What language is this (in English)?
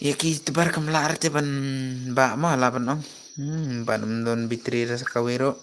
Khasi